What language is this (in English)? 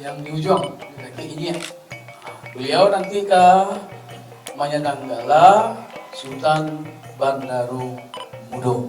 Minangkabau